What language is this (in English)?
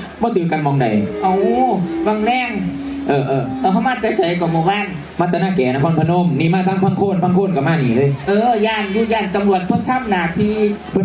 Northeastern Thai